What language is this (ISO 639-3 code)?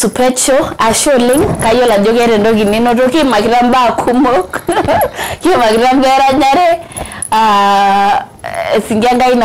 mas